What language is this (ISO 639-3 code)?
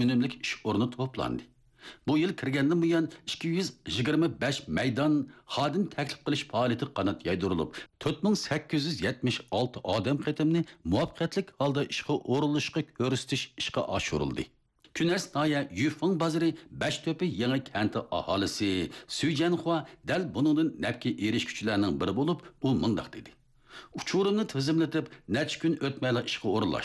uig